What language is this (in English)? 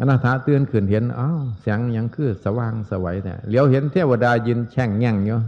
Northeastern Thai